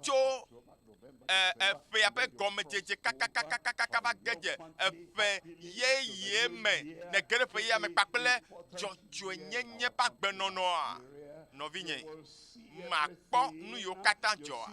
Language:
Ewe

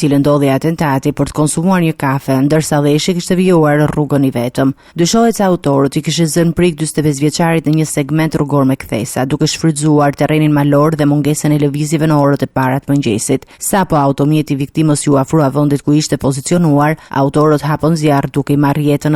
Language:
Albanian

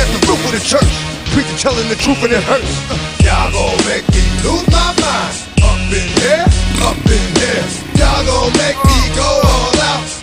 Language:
English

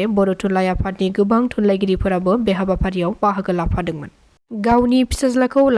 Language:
Bodo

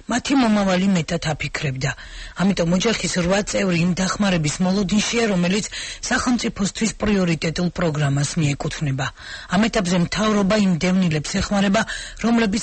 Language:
Georgian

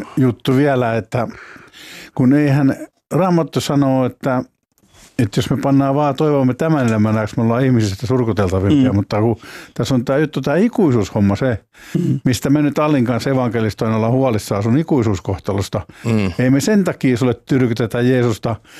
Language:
Finnish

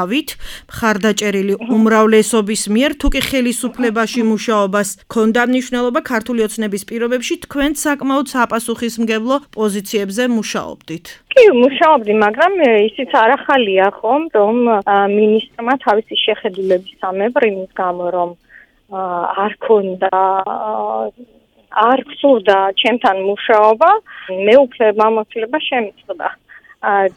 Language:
Georgian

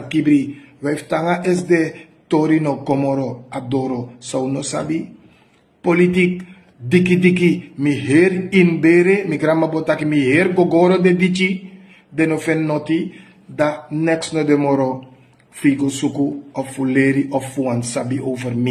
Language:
Sranan Tongo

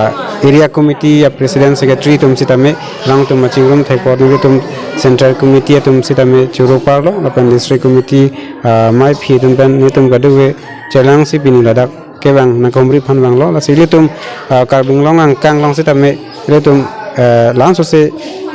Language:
Karbi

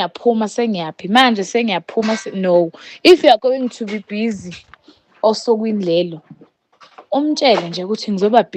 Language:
Zulu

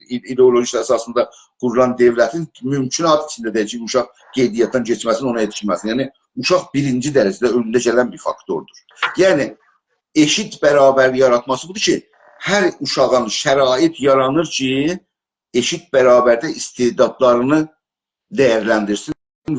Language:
South Azerbaijani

